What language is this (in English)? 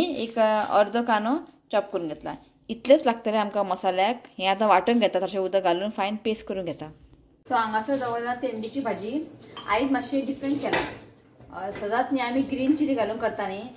Konkani